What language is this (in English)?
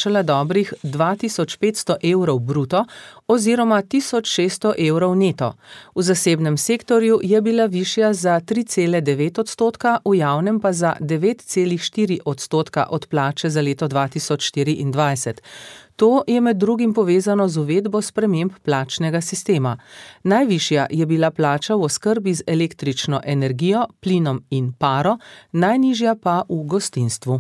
Slovenian